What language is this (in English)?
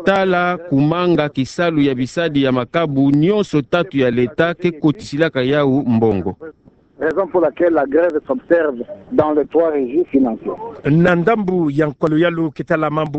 Kituba (Democratic Republic of Congo)